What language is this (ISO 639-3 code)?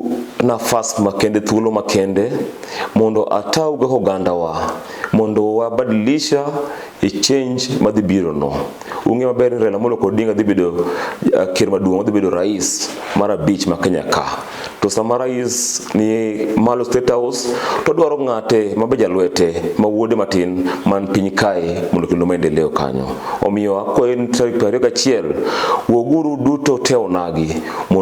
luo